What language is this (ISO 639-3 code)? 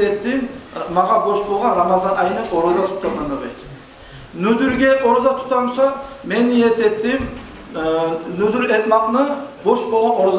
kum